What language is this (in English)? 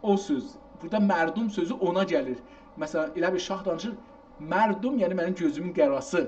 South Azerbaijani